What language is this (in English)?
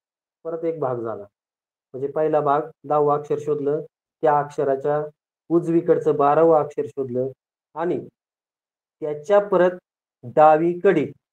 Marathi